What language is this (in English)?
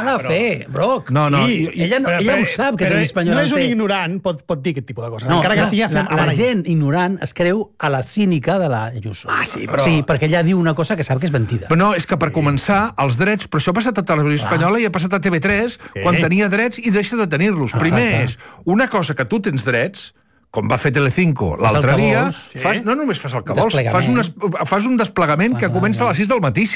Catalan